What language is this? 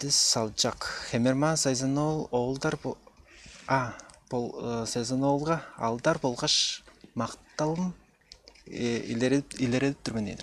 Tuvinian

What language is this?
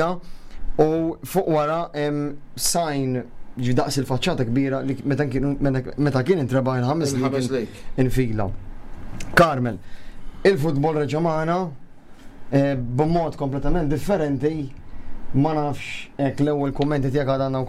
Maltese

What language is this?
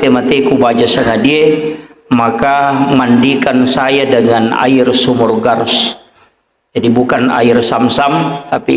Buginese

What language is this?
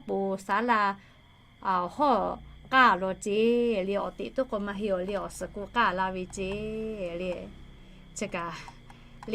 Lahu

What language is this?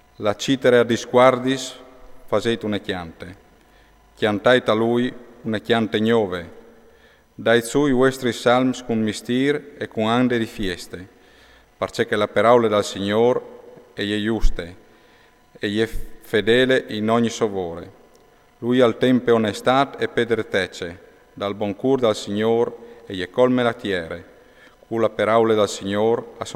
Friulian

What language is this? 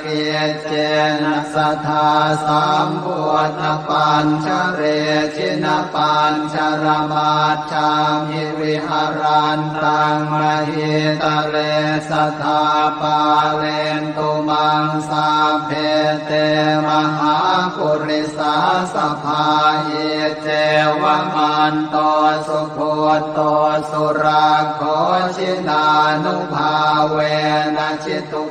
Pali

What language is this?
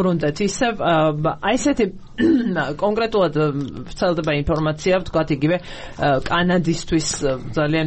Georgian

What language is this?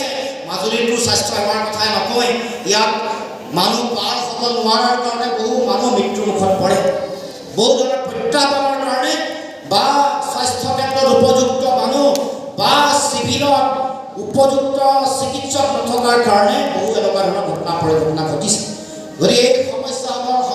Assamese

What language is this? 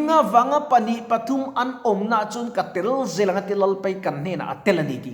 Mizo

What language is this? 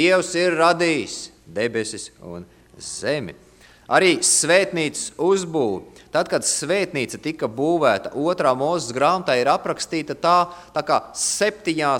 Latvian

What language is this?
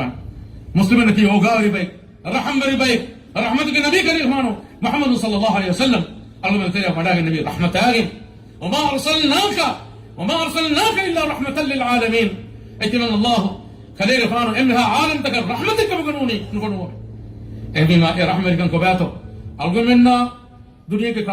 Divehi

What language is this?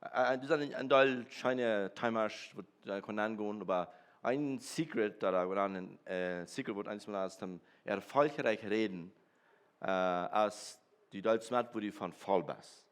Plautdietsch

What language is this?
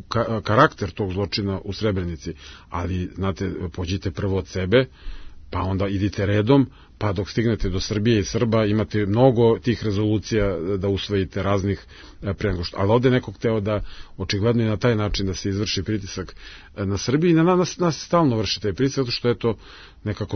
Serbian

